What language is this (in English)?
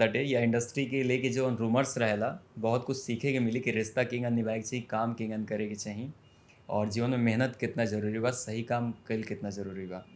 Bhojpuri